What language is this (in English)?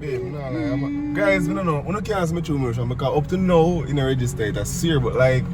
Jamaican Creole English